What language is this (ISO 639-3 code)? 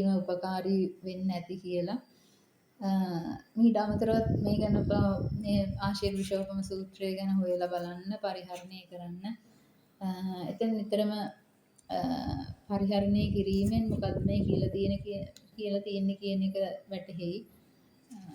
sin